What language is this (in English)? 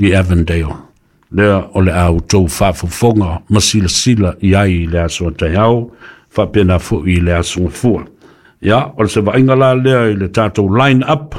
Samoan